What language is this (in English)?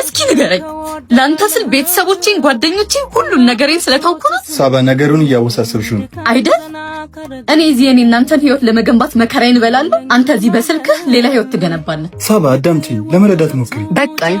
Amharic